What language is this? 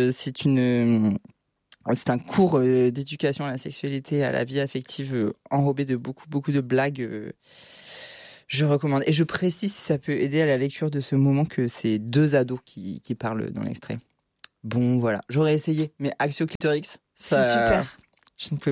French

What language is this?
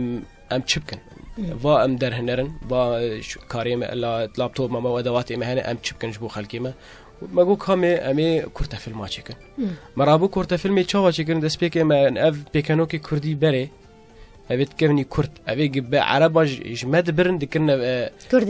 Kurdish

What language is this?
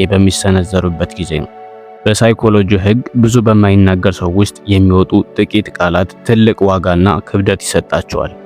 Amharic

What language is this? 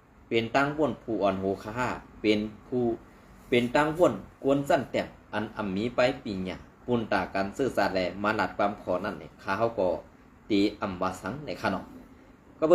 Shan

